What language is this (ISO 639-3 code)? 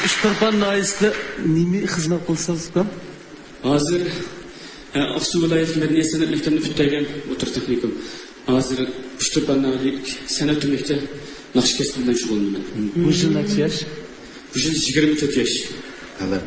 uig